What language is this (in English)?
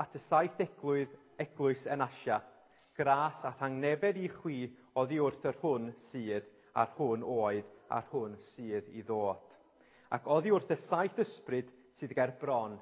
Welsh